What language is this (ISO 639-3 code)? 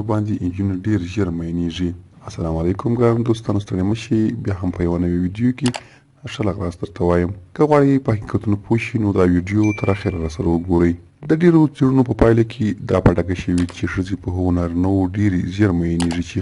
pus